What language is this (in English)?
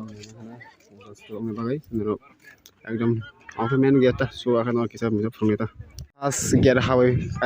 Kok Borok